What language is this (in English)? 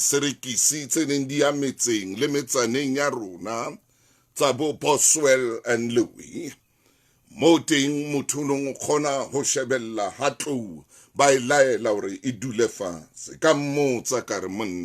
Southern Sotho